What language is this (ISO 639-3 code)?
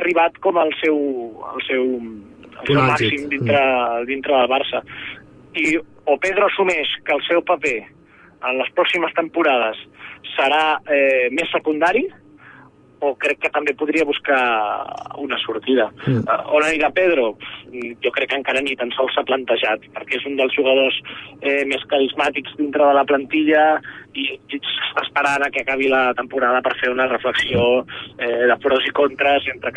cat